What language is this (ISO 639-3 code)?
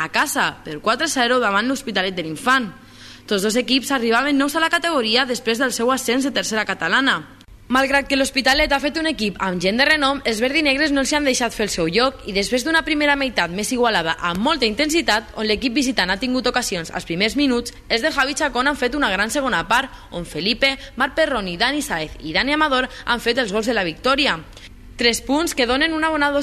cat